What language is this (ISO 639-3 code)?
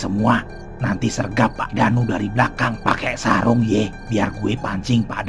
bew